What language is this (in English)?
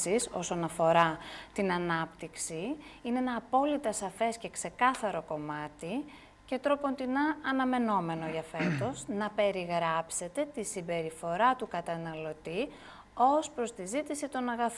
Greek